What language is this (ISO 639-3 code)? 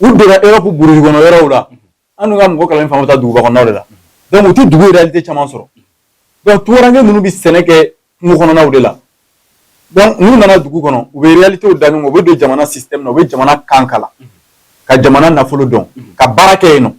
bam